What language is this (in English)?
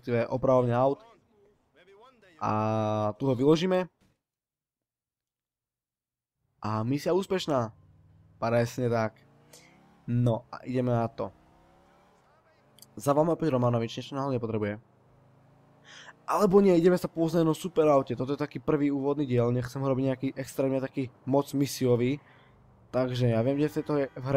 Slovak